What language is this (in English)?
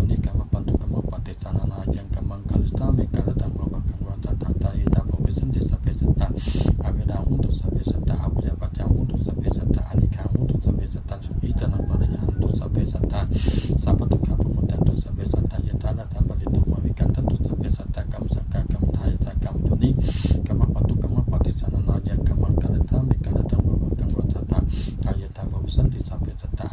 Pali